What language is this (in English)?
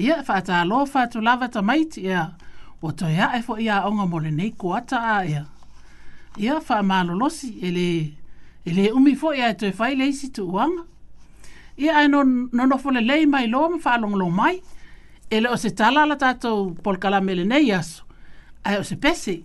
Samoan